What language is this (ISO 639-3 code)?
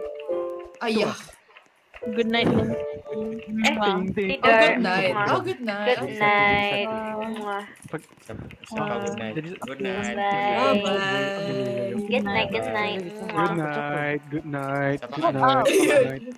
msa